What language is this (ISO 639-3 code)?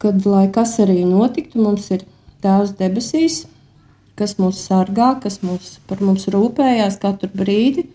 lav